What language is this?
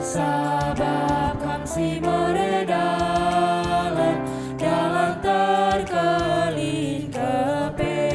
Batak Karo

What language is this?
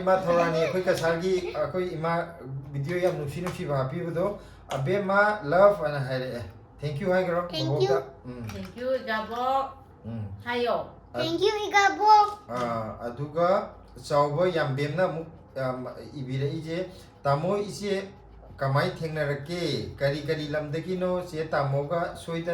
Manipuri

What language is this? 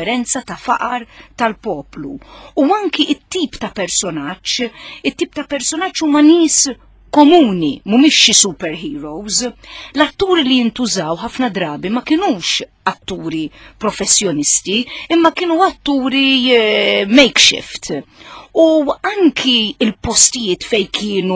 Maltese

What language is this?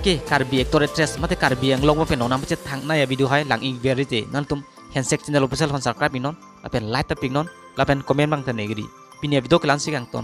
Karbi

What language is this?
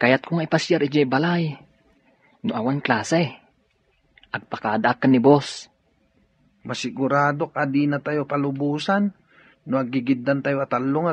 Iloko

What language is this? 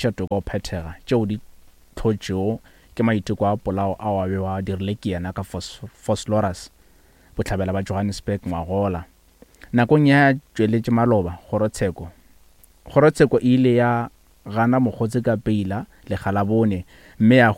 Northern Sotho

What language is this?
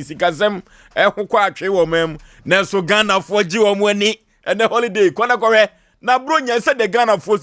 Akan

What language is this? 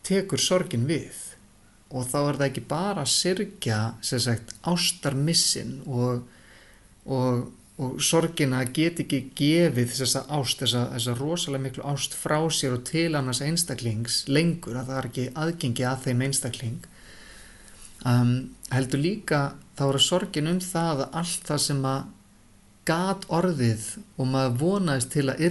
Icelandic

